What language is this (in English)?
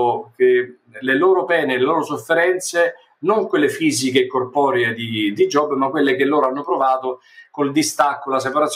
Italian